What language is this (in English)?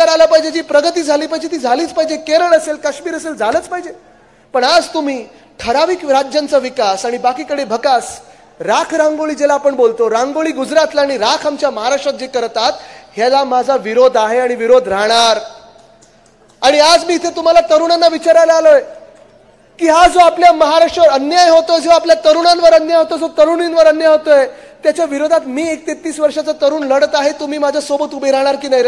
Marathi